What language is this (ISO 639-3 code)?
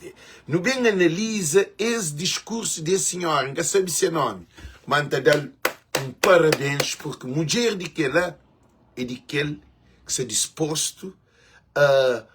kea